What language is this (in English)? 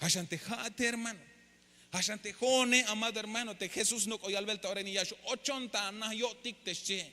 Tzeltal